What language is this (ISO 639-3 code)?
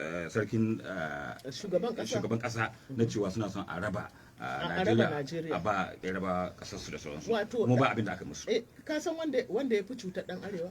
hau